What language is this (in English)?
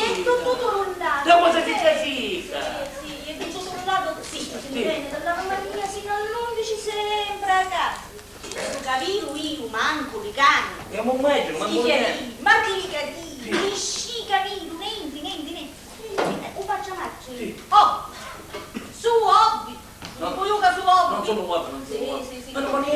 Sicilian